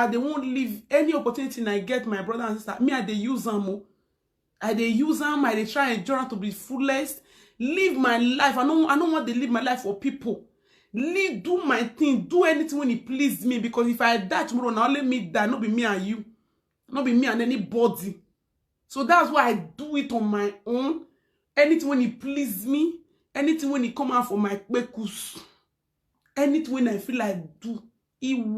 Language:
Nigerian Pidgin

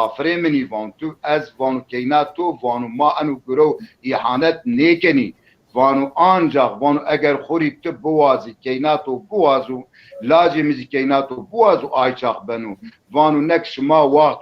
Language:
Zaza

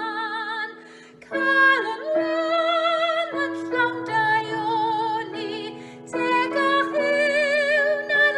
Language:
Welsh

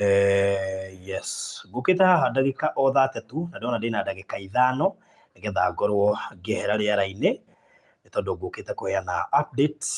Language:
Kikuyu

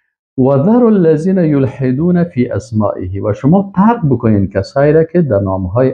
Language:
Persian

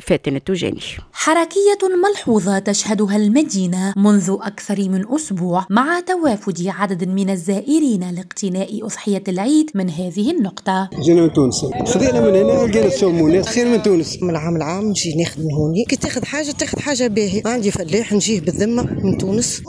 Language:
Tunisian Arabic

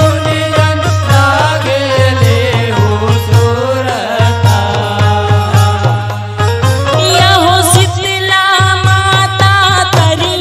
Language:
Chhattisgarhi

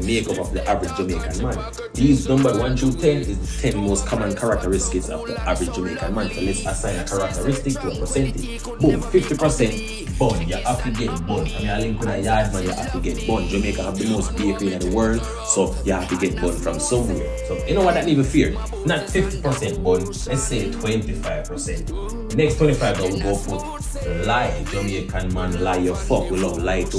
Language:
Jamaican Creole English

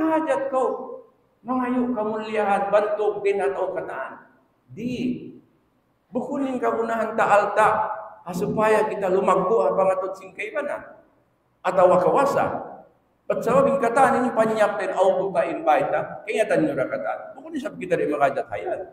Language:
Tausug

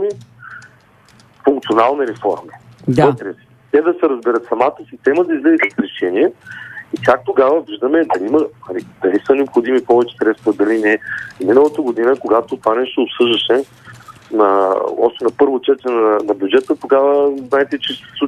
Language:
Bulgarian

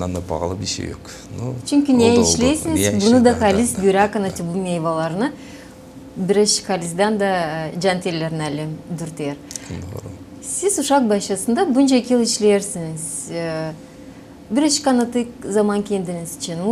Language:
Gagauz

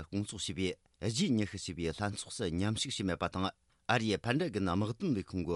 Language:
Tibetan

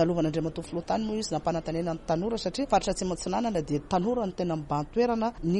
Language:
Malagasy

